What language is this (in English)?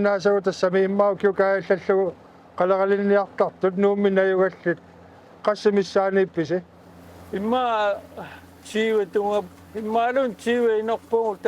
Kalaallisut